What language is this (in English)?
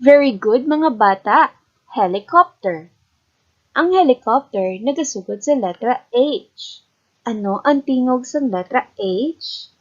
Hiligaynon